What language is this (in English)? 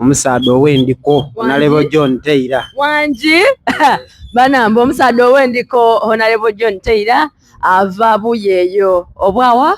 Soga